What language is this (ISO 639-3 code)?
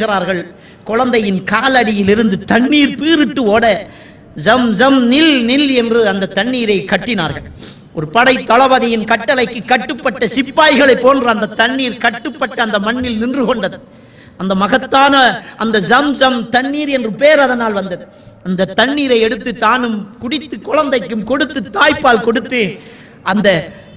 tam